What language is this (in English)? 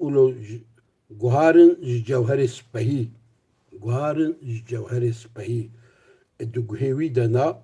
Kurdish